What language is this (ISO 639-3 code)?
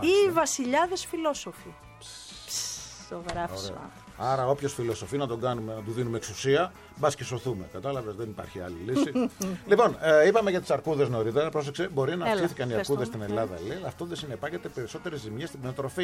ell